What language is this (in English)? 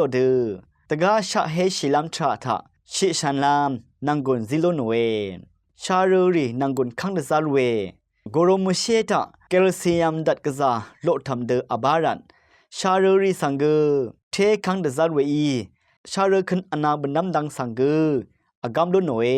Rawang